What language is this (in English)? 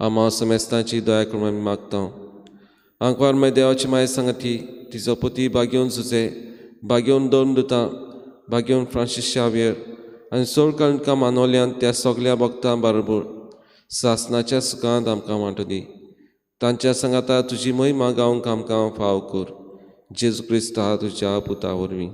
Konkani